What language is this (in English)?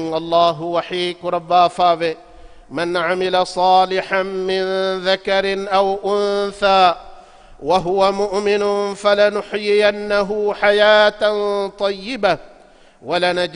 Divehi